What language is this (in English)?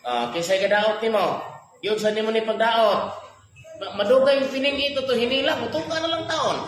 Cebuano